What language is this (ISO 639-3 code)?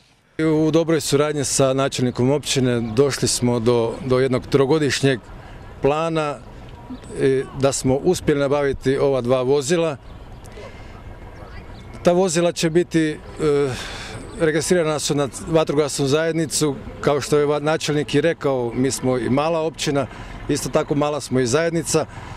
hrv